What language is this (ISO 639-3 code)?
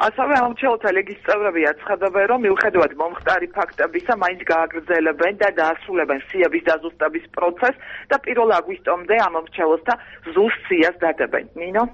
kat